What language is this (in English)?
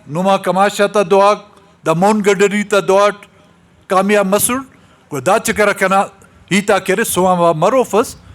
Brahui